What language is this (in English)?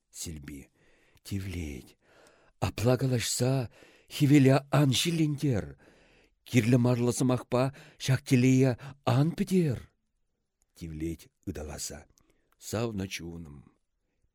Chuvash